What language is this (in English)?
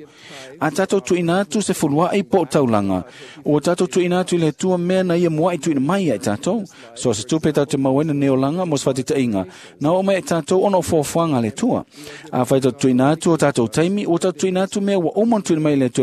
Samoan